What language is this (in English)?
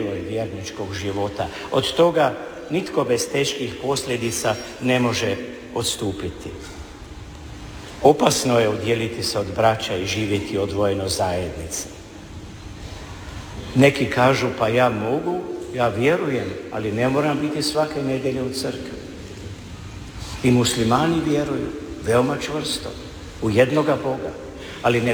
Croatian